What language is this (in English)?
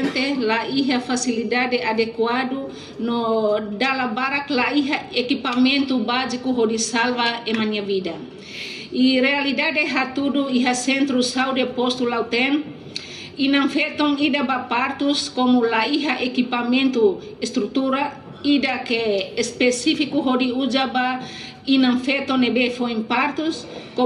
Tetum